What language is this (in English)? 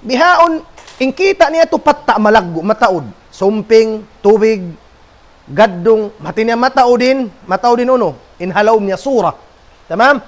Tausug